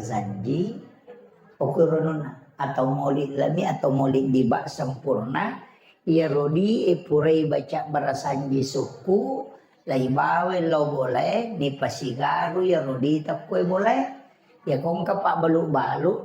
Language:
Buginese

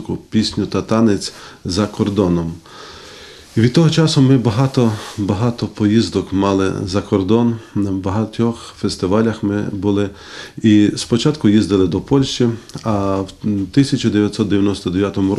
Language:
Ukrainian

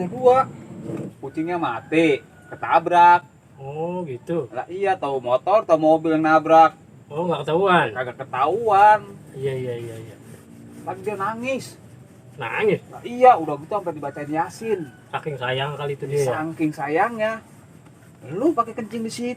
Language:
Betawi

